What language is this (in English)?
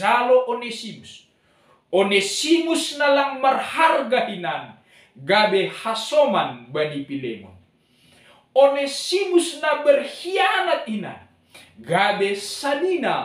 Batak Simalungun